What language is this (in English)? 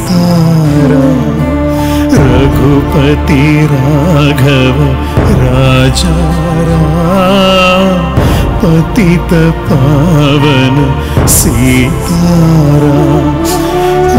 Kannada